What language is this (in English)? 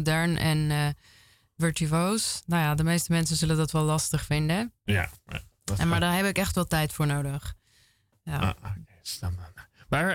Dutch